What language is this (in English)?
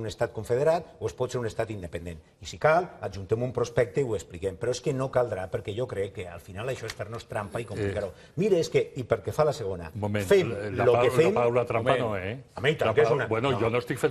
Catalan